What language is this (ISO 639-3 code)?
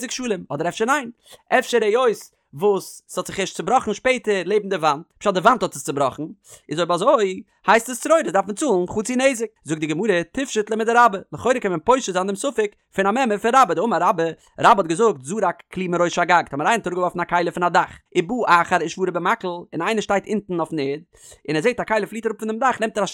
yid